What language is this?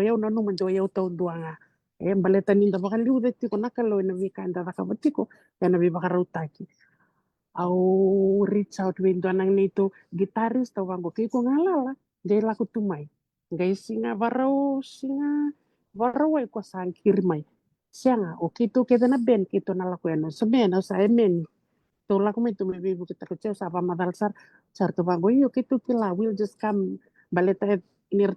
Fijian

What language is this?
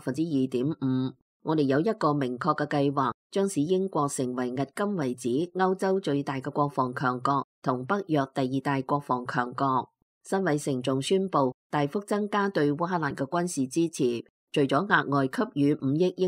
Cantonese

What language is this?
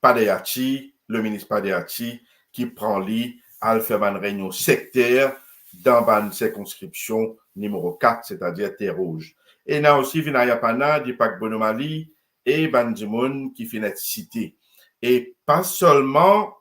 Morisyen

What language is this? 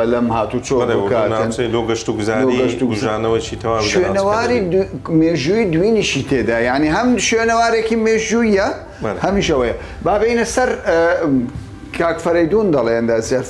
Central Kurdish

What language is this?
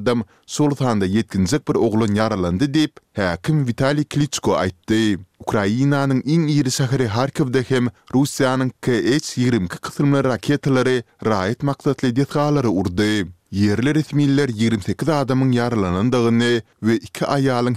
Turkmen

